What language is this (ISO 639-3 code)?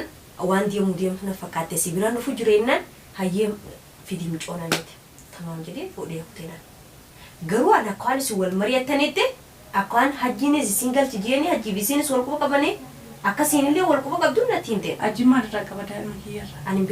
orm